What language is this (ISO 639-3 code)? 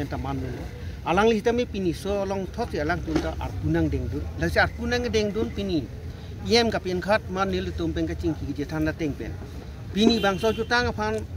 mjw